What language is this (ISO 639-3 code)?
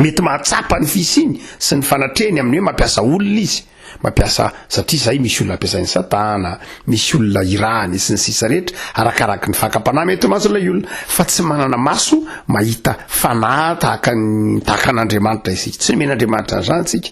mlg